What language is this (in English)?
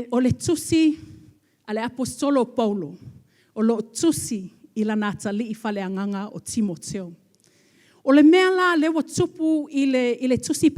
Samoan